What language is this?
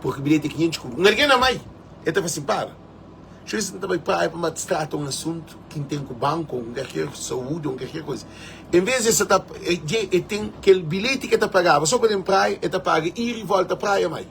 Kabuverdianu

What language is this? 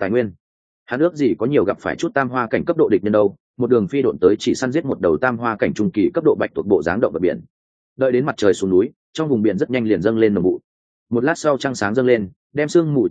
Vietnamese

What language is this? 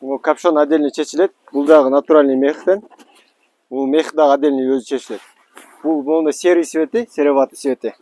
Kyrgyz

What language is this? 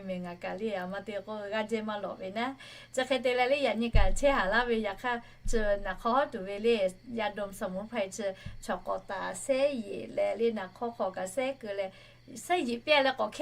Lahu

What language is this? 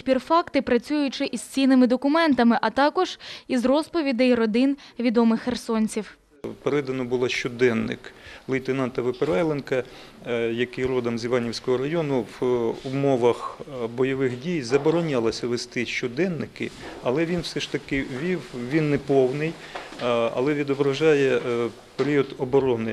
Ukrainian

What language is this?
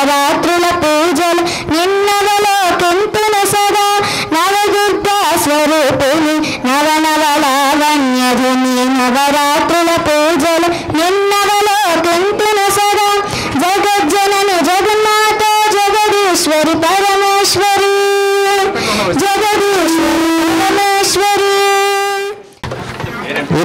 Telugu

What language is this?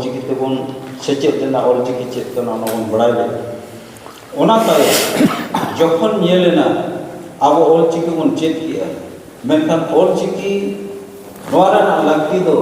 Santali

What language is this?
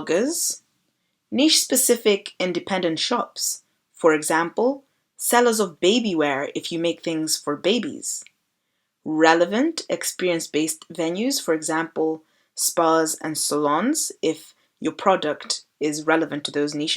English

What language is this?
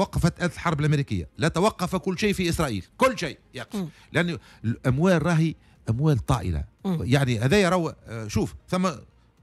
Tunisian Arabic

